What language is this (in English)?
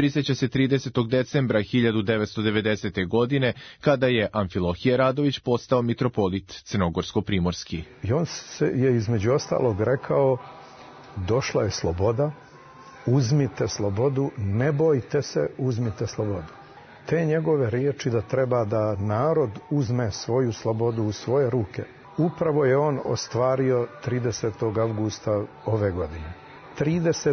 Serbian